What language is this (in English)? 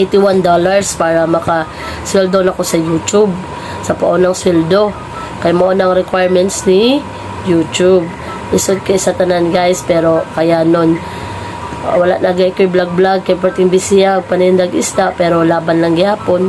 Cebuano